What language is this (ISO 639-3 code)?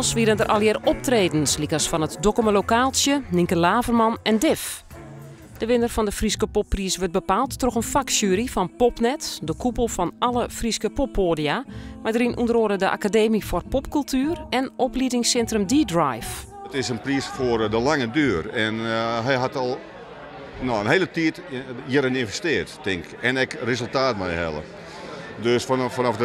fry